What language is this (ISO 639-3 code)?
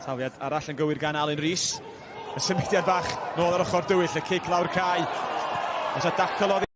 cym